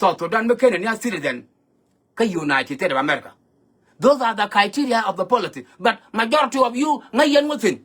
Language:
Nuer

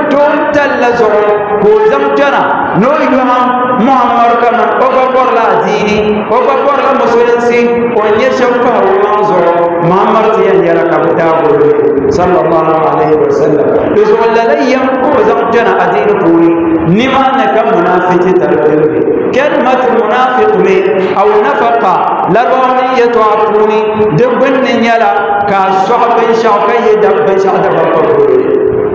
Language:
Dagbani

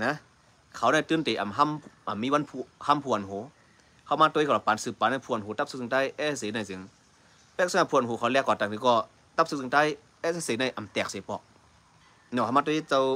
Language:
Shan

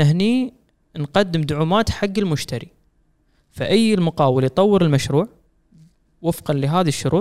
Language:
Gulf Arabic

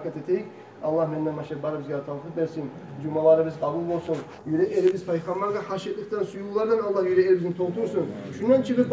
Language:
Kumyk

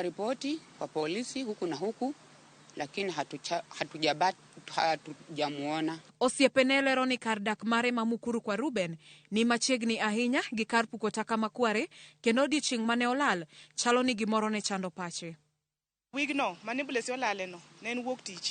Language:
Luo (Kenya and Tanzania)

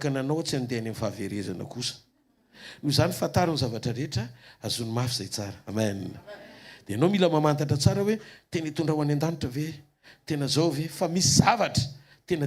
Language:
Malagasy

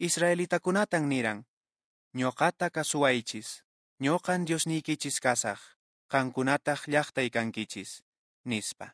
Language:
Quechua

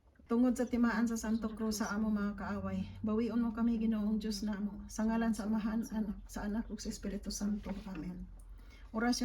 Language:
Cebuano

